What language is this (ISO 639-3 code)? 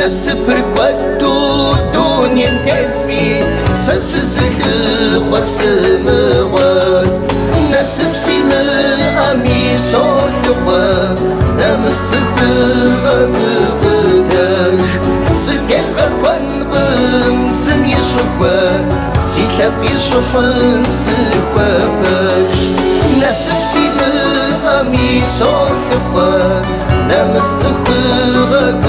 kbd